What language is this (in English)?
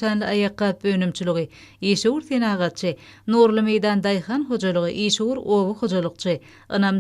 Turkmen